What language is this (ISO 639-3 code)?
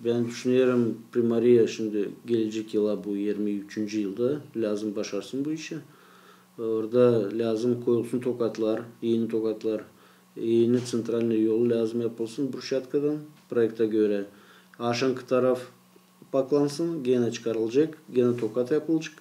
gag